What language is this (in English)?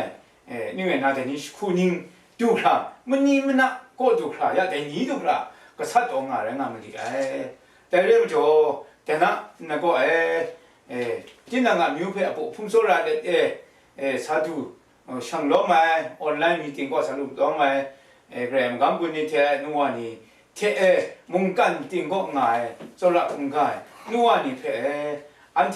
Kachin